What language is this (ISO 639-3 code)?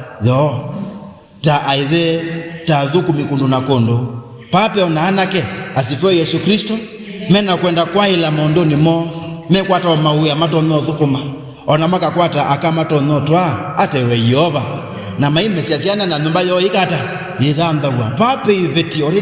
kam